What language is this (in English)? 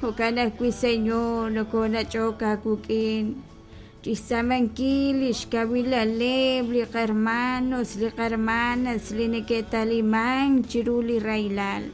Kekchí